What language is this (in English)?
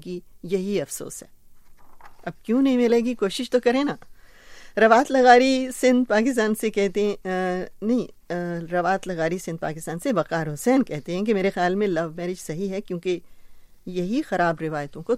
Urdu